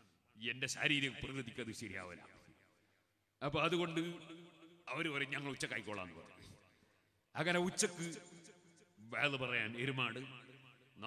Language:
Malayalam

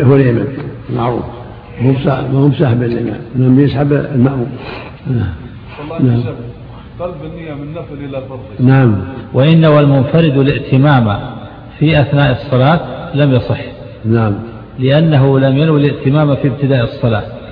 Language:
Arabic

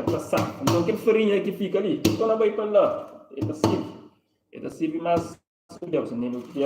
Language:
Kabuverdianu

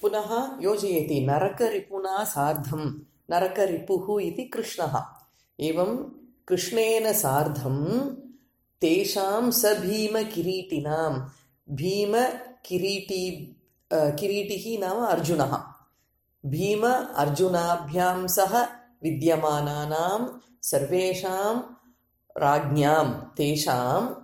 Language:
Sanskrit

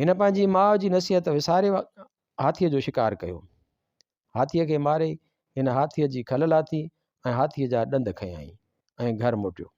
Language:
Sindhi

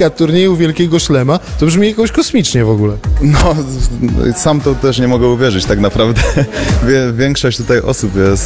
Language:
Polish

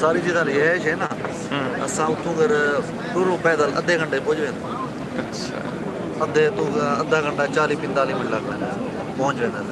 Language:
Saraiki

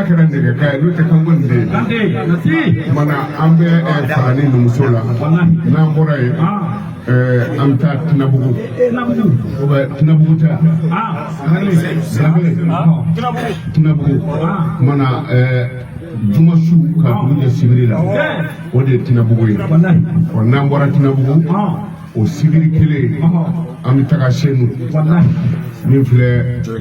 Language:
Bambara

